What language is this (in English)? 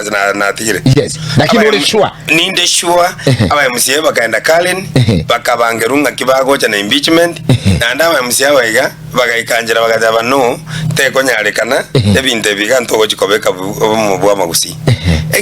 Gusii